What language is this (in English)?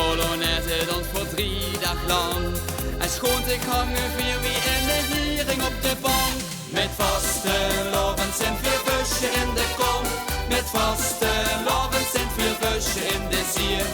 Limburgish